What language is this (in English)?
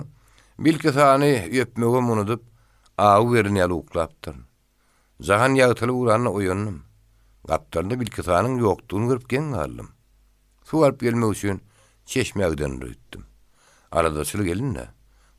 Turkmen